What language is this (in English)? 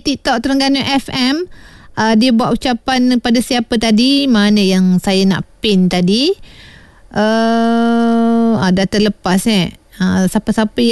Malay